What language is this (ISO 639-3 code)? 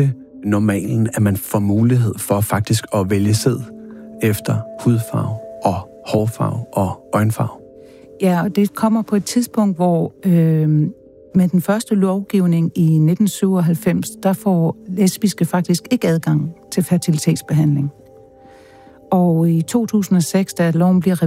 dan